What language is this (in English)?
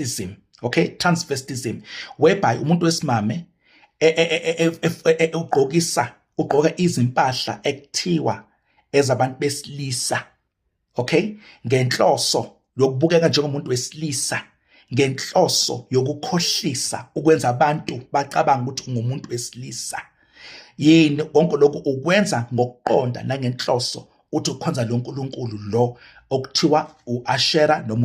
Zulu